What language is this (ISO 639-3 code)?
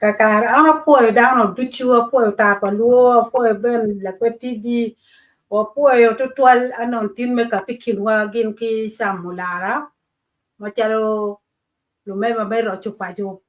ach